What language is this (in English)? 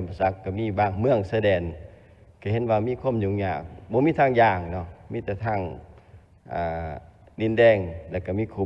Lao